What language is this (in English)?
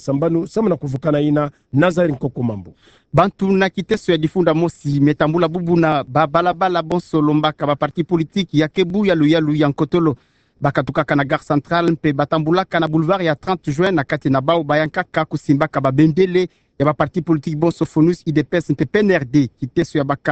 Kituba (Democratic Republic of Congo)